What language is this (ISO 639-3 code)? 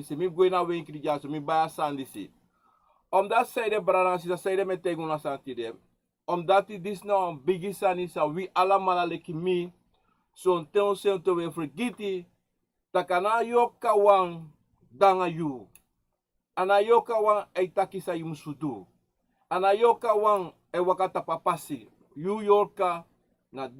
srn